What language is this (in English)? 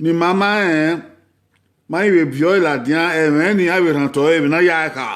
Bini